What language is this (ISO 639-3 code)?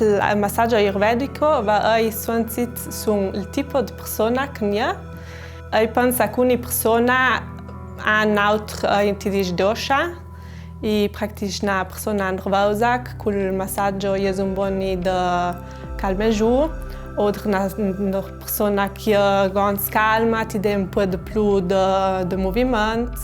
lld